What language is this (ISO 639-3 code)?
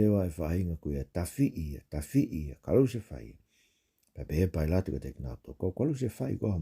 ton